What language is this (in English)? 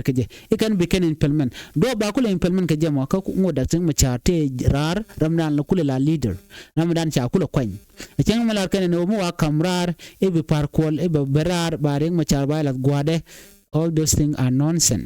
Nuer